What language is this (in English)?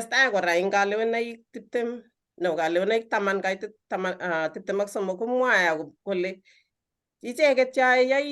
Kalenjin